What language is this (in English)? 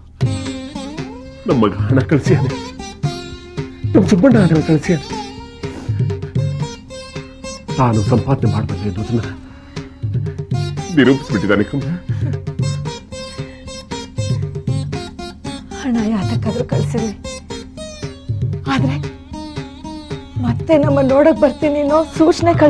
Kannada